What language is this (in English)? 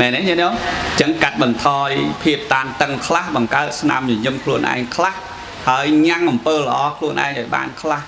Khmer